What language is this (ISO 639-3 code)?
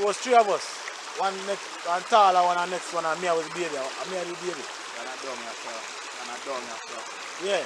jam